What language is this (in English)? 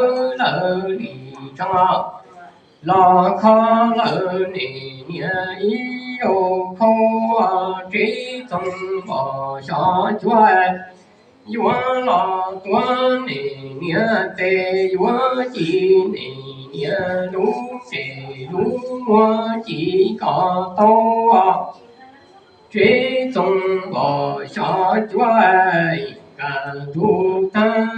Hmong